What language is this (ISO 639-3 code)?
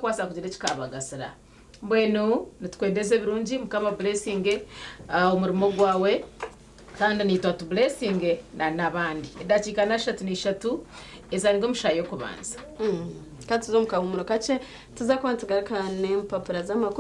nyn